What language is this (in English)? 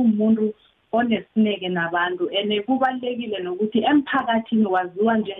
South Ndebele